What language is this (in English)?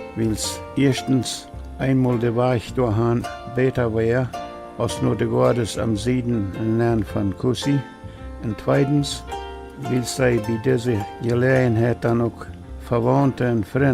Plautdietsch